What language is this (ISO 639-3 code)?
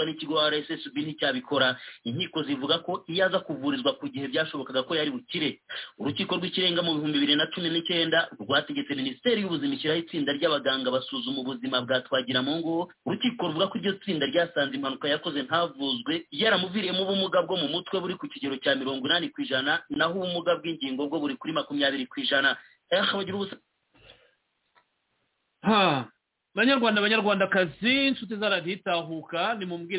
kin